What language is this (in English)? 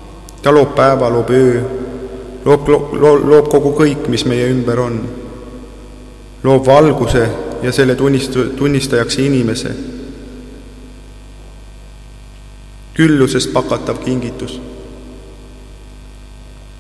Estonian